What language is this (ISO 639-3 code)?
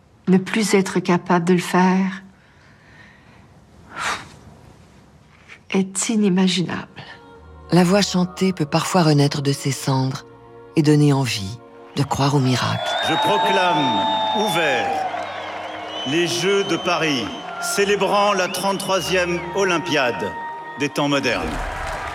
fra